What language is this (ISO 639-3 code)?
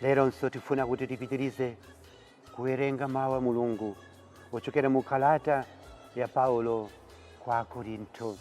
nya